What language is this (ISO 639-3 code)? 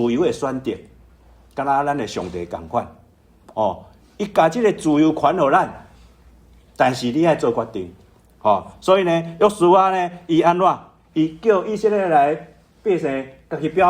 nan